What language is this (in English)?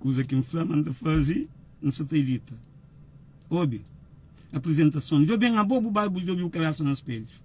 Kabuverdianu